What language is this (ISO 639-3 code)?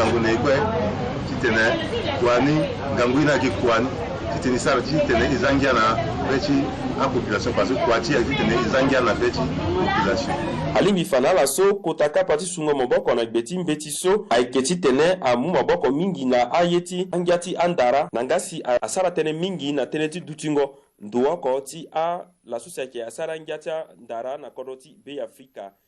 sag